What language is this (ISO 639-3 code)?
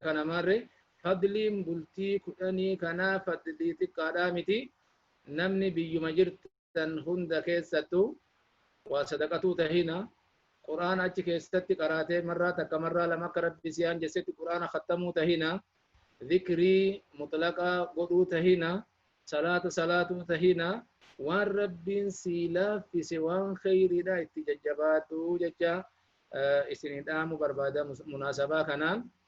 orm